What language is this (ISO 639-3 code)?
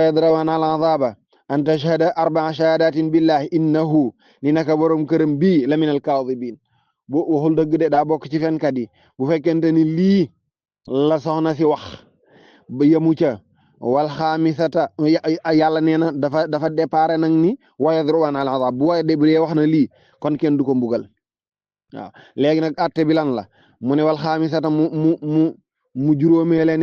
wol